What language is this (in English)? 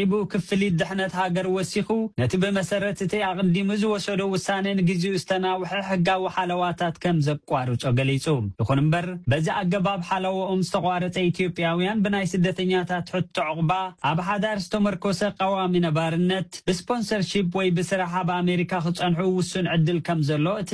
Tigrinya